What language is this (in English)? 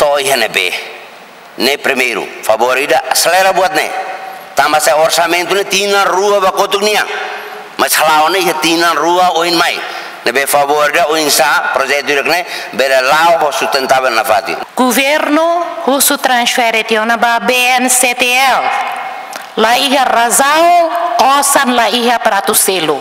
Tetum